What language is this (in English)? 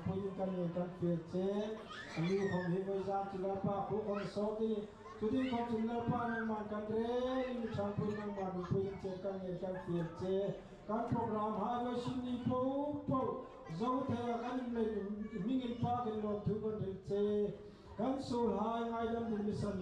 Hmar